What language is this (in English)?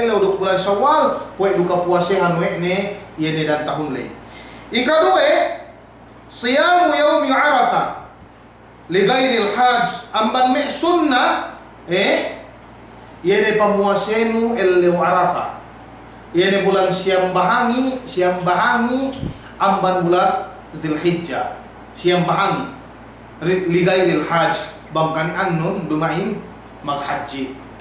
Yakan